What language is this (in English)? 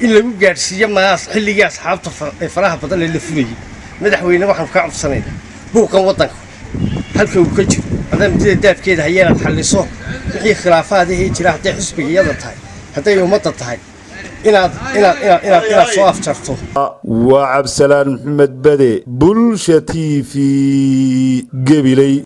Somali